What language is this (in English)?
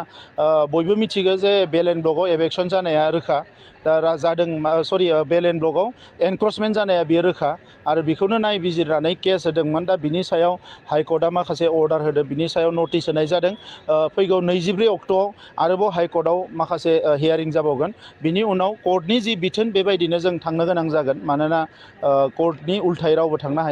Bodo